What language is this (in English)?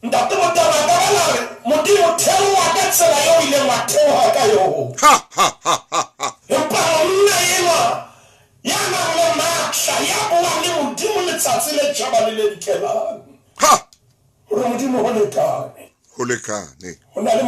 Southern Sotho